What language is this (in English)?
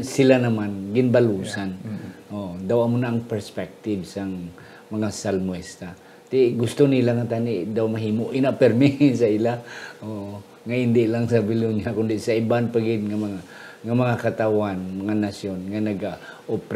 Hiligaynon